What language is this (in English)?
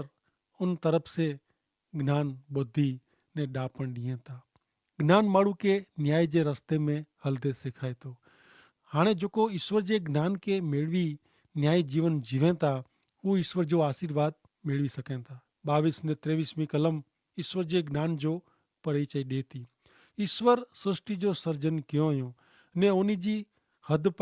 Kachhi